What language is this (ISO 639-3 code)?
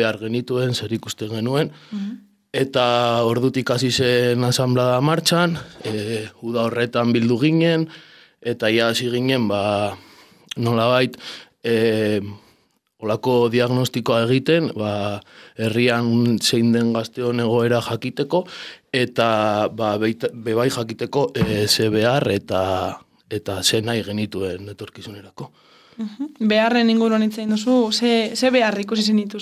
eus